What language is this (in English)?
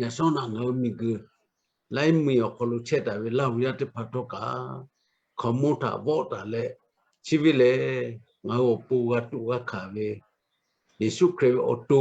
Lahu